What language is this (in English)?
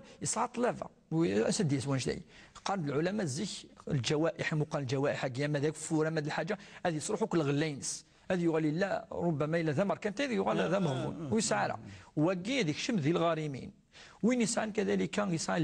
Moroccan Arabic